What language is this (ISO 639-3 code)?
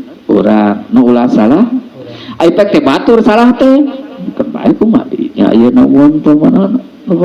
sun